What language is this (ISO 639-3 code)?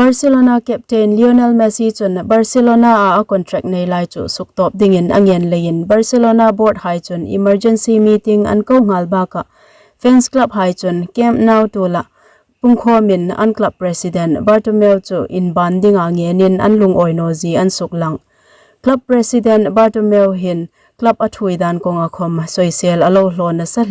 hmr